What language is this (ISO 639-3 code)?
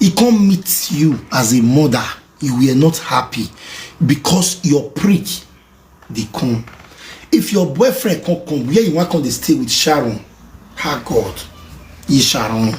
pcm